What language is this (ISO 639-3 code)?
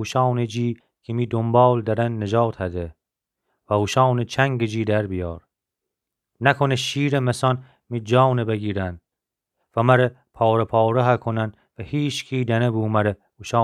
glk